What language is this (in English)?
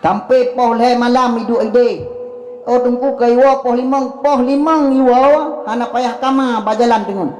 Achinese